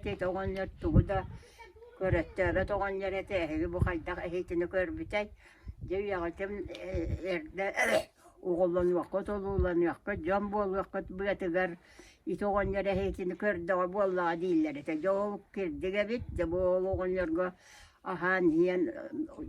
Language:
Yakut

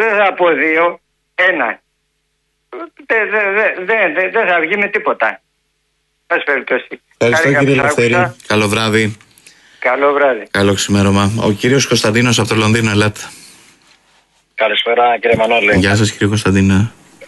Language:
Greek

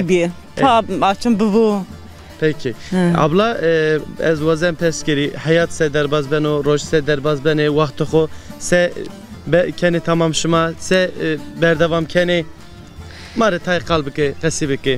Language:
Zaza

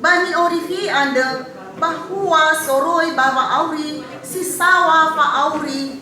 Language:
Nias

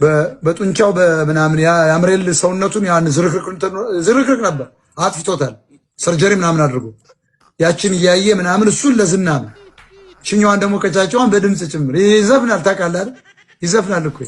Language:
Amharic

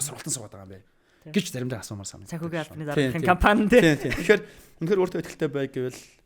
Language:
Mongolian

